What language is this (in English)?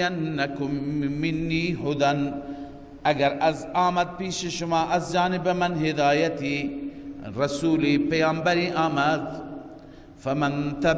Persian